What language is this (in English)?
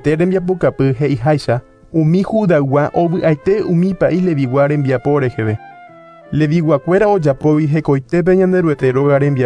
Guarani